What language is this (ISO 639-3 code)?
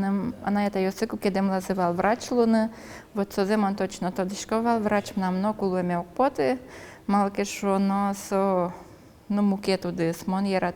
udm